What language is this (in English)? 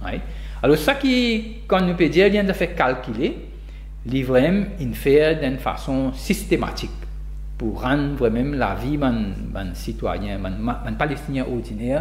Morisyen